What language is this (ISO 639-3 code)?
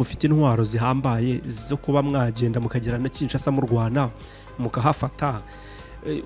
kin